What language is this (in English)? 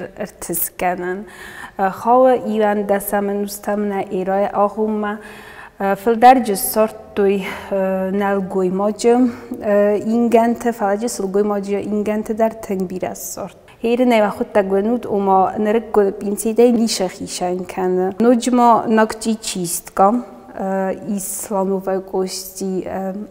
Ossetic